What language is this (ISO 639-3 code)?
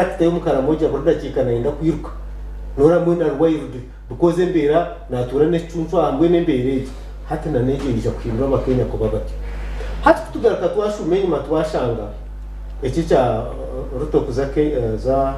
nyn